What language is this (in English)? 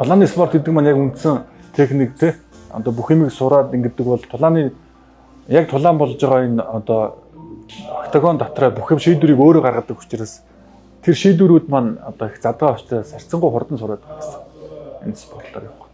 Mongolian